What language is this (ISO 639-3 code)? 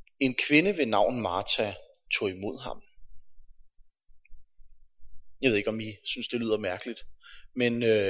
dan